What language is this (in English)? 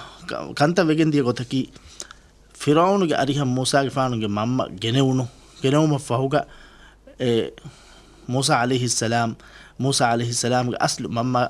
Divehi